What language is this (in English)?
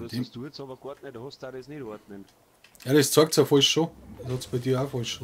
Bavarian